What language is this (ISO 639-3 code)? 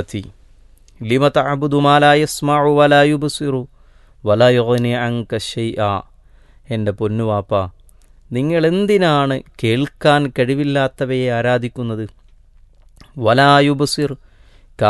mal